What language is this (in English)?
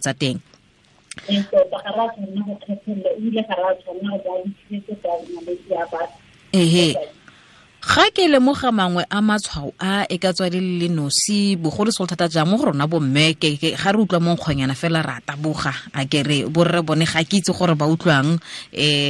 Tswana